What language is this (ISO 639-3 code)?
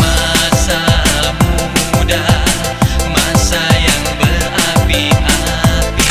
mfp